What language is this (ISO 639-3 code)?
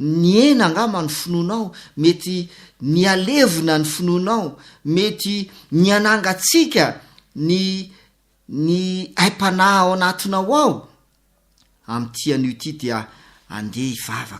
mlg